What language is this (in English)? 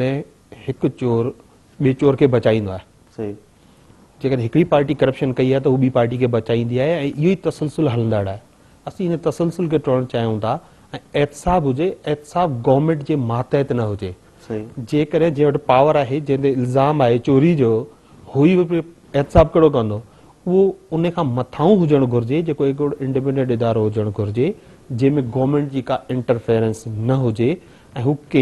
Sindhi